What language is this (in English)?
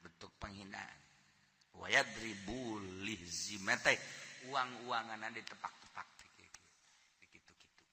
Sundanese